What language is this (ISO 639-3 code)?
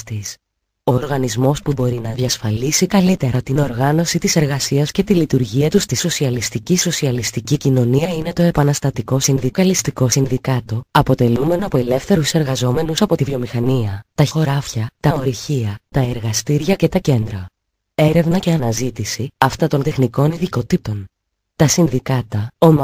ell